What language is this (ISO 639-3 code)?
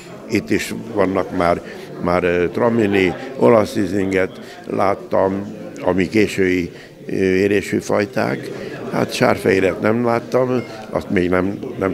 hun